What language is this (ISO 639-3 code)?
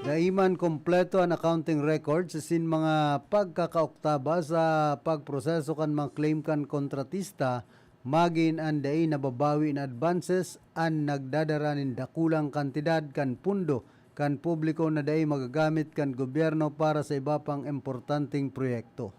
bik